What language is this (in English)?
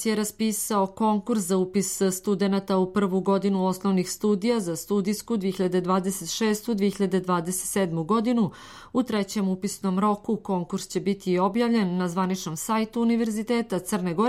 Serbian